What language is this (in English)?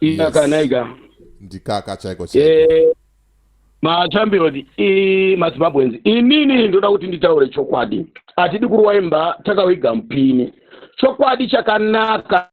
Shona